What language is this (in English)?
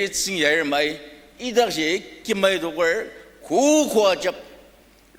Ao Naga